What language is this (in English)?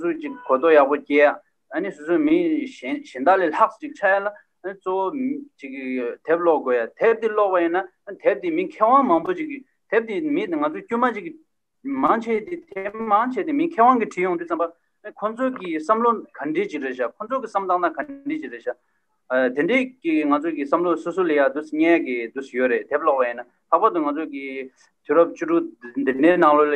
Tibetan